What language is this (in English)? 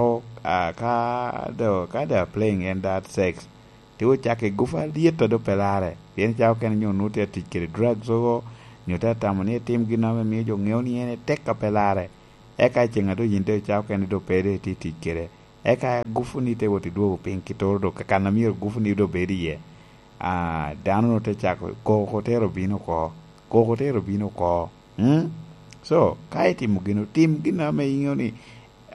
Lango (Uganda)